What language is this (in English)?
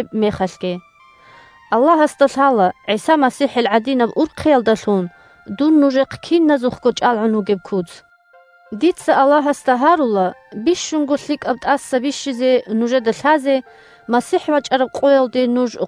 Avaric